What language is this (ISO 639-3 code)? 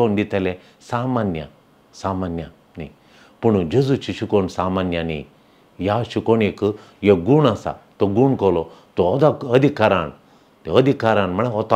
kok